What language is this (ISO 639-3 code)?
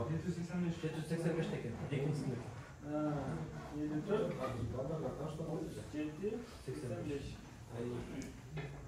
kir